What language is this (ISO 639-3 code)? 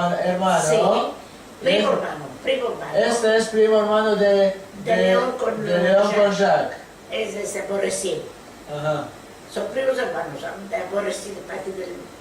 lad